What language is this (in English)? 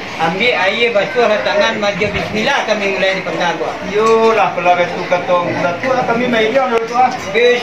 Minangkabau